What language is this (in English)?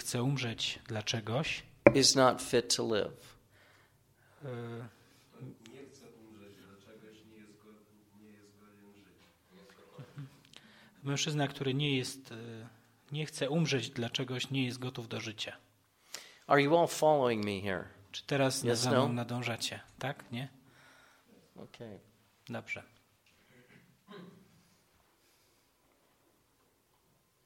Polish